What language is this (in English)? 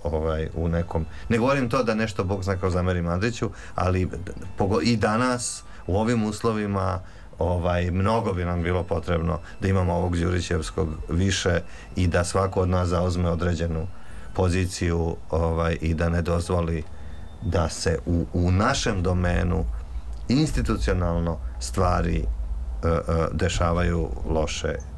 Serbian